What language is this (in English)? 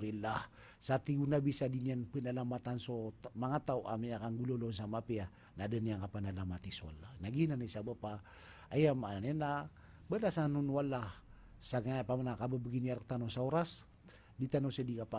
Maranao